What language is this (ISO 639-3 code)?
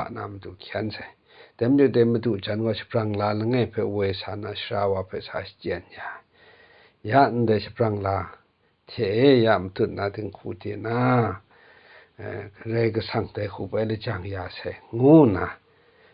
kac